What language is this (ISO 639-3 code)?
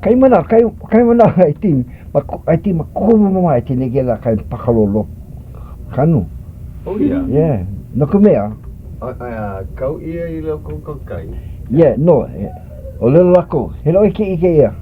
haw